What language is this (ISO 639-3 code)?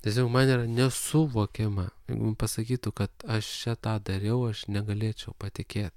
lit